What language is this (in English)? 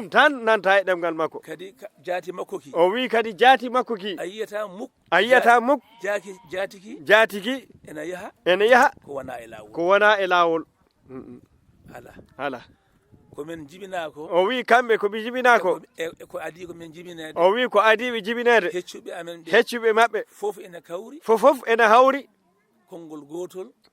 Fula